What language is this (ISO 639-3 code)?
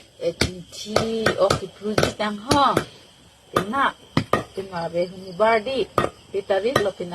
mjw